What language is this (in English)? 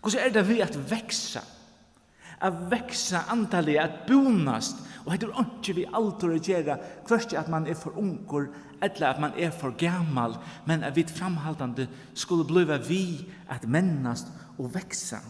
Faroese